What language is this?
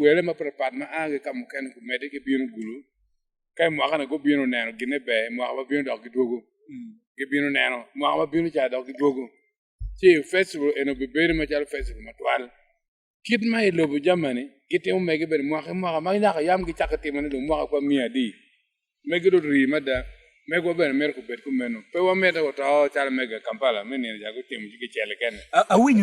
Acoli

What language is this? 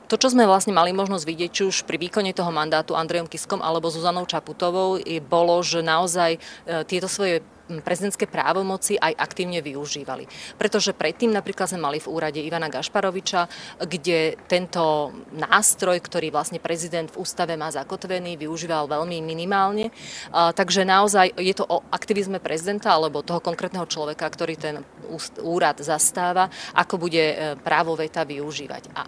Slovak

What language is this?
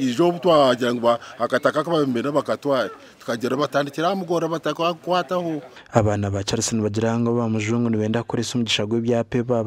Nyankole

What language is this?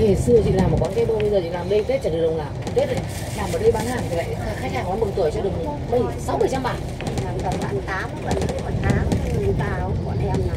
Vietnamese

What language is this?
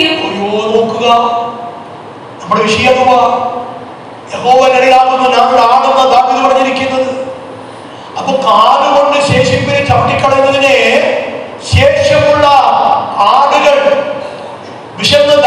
Malayalam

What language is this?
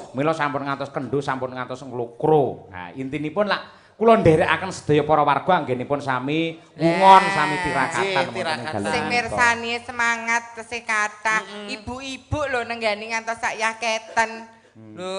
Javanese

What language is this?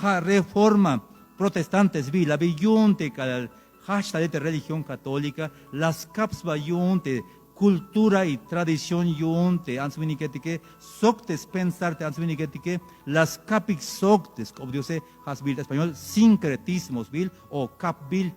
Tzeltal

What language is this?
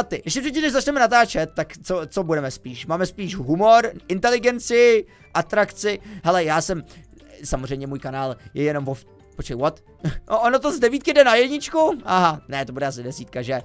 Czech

